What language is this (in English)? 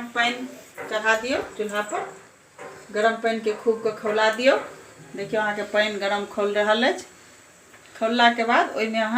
Maithili